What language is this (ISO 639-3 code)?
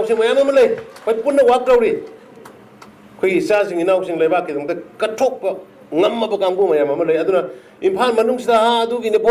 mni